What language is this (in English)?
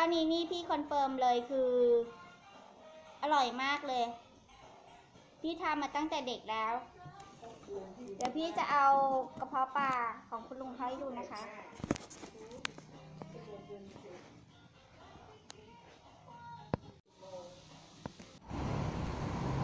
Thai